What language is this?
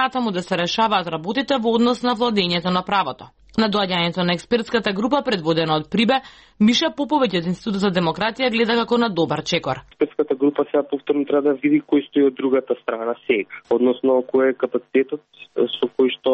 Macedonian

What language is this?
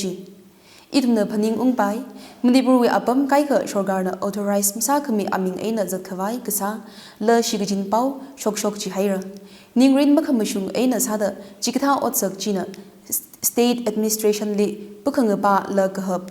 Tangkhul Naga (India)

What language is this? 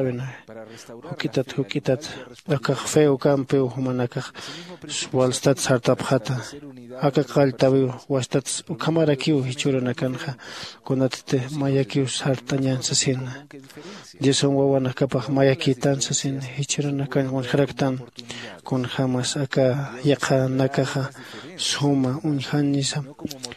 Aymara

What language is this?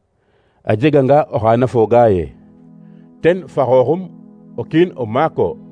Serer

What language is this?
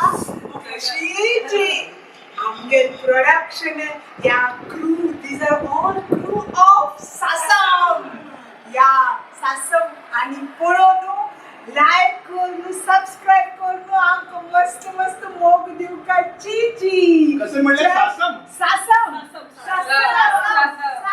Konkani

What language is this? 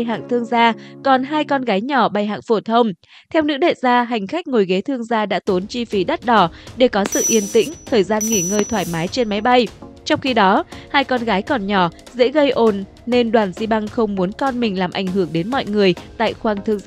Vietnamese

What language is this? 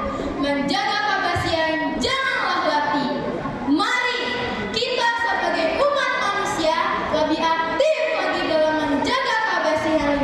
Banjar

